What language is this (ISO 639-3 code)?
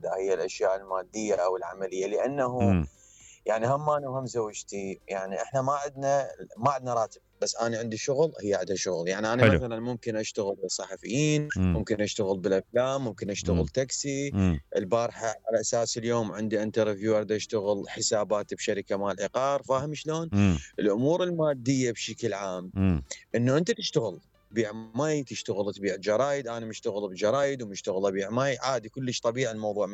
acm